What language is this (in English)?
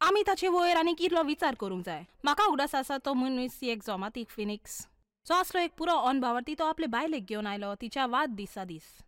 Konkani